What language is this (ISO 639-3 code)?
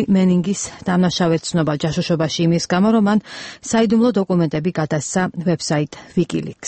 kat